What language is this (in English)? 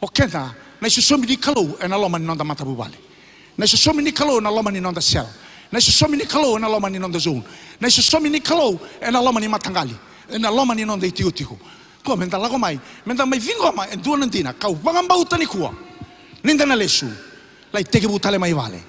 Fijian